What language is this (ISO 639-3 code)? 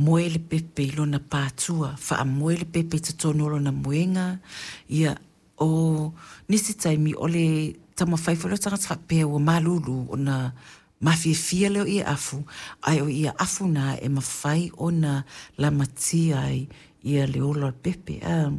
smo